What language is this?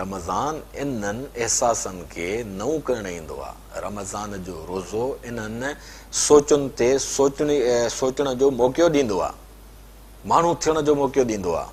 Sindhi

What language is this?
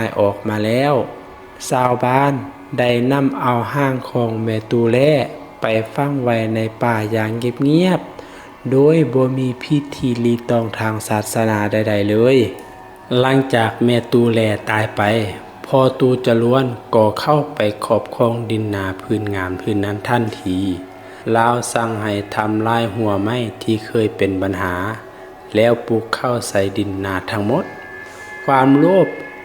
Lao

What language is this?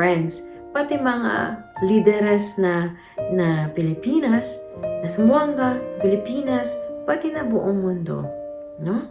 Chavacano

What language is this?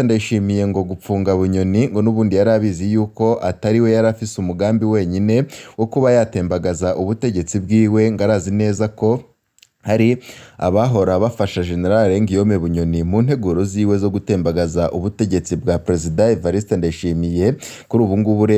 Rundi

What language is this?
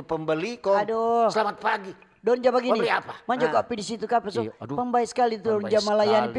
Manado Malay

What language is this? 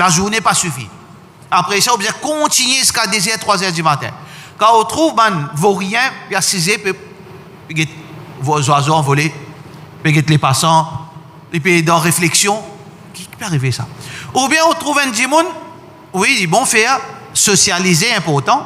Morisyen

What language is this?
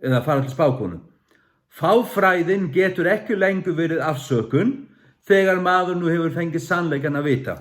Faroese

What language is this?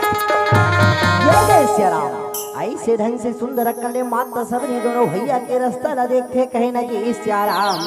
Chhattisgarhi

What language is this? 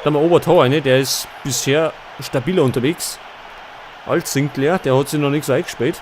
Bavarian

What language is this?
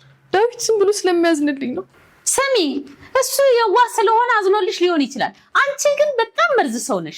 Amharic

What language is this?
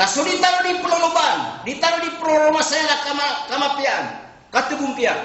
Maranao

